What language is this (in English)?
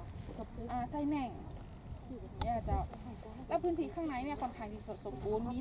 Thai